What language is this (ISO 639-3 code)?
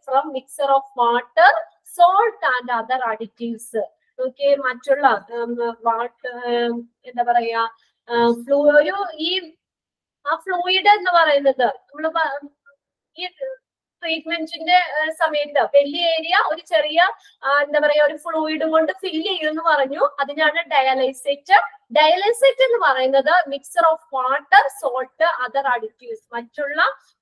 mal